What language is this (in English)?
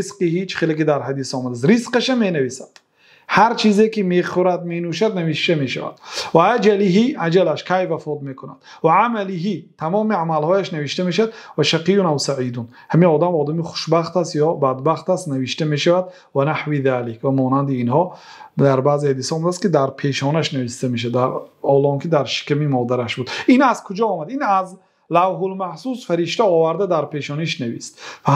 Persian